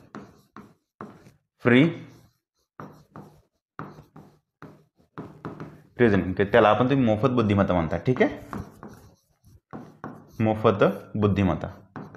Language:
Marathi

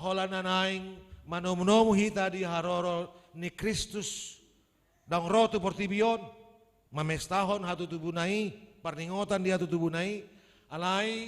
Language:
Batak Toba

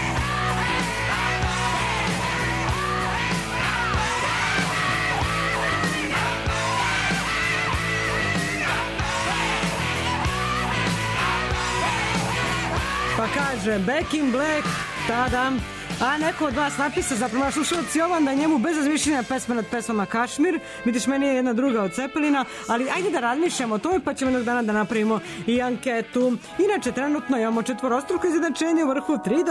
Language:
Serbian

